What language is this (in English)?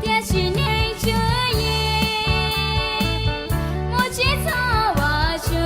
Hmong